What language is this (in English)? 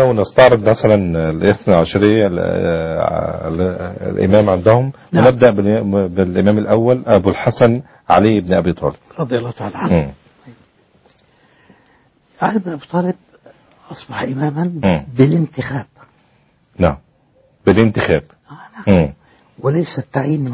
Arabic